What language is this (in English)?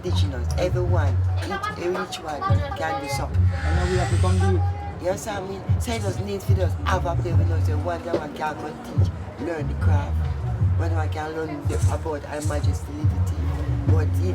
Jamaican Creole English